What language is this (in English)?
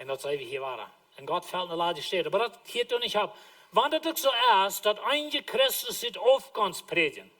Plautdietsch